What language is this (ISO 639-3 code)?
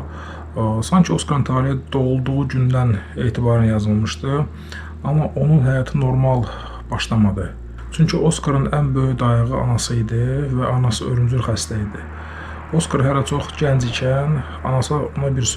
aze